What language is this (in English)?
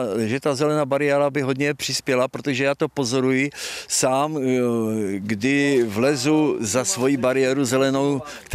Czech